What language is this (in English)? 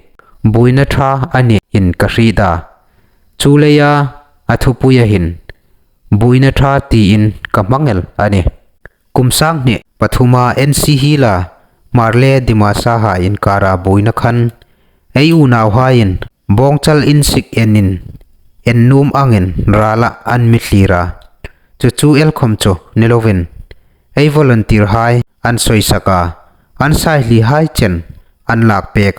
Hmar